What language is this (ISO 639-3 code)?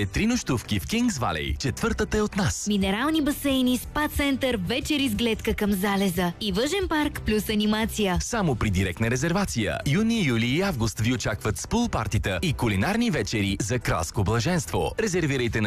bul